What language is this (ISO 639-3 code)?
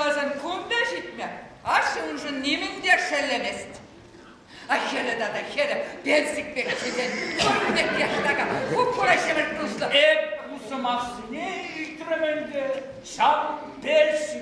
chv